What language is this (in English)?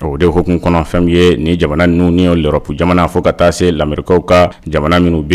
Bambara